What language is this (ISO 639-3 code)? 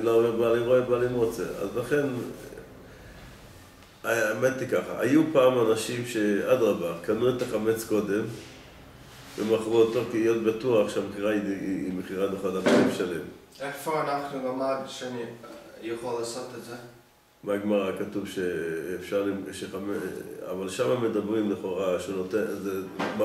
heb